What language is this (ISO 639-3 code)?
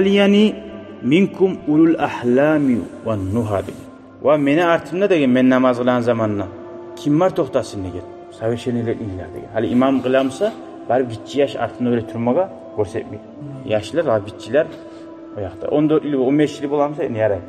kum